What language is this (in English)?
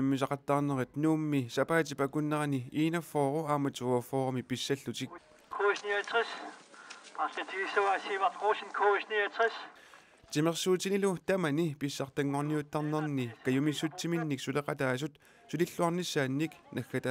Kalaallisut